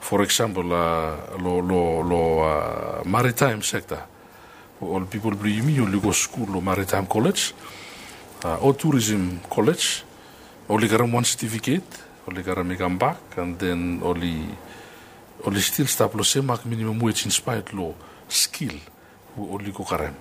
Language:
Bislama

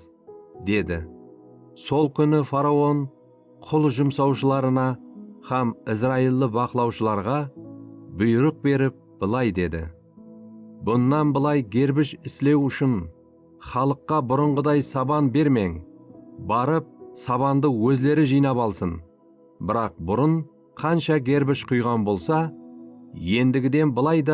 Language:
Kara-Kalpak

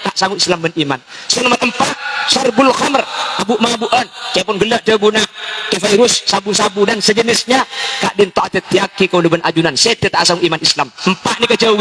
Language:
Madurese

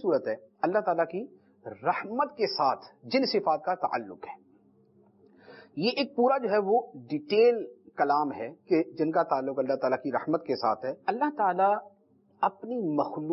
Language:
Urdu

